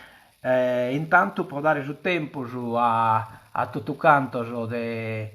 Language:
Sardinian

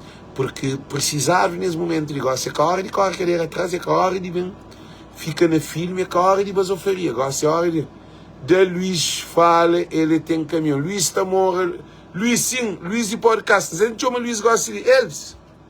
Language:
Kabuverdianu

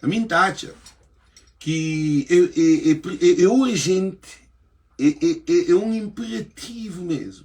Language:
Kabuverdianu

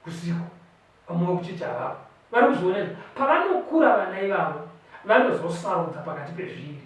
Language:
Shona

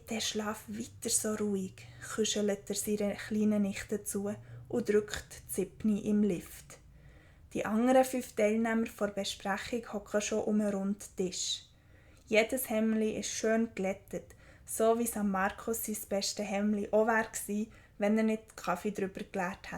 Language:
Swiss German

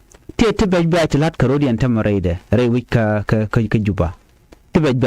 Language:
Nuer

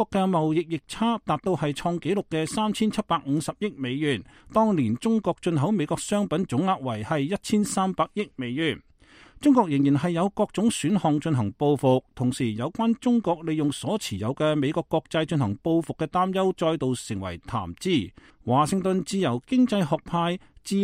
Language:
Cantonese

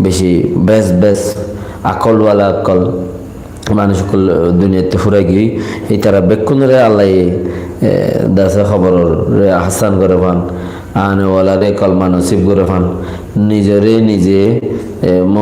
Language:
Rohingya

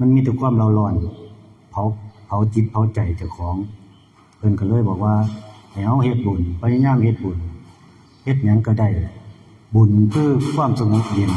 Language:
Lao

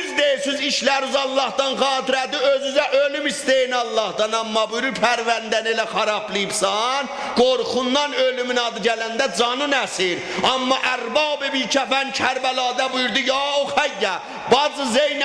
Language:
South Azerbaijani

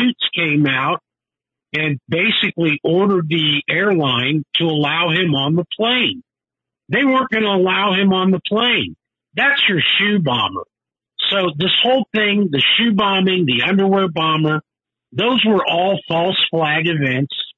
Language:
English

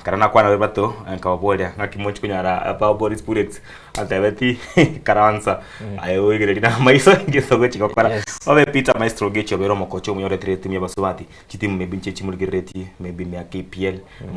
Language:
Gusii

